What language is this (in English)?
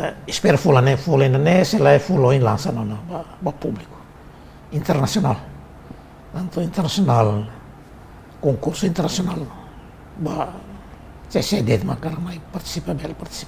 Tetum